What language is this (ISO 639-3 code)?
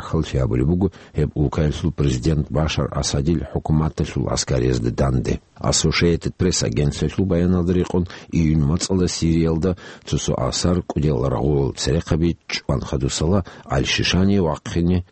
ava